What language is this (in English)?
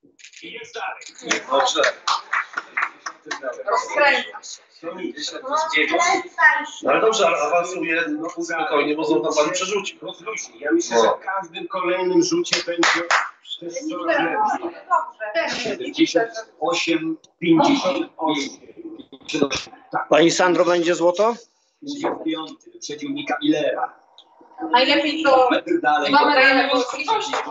Polish